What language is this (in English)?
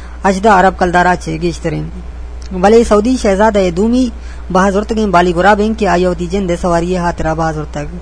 Eastern Balochi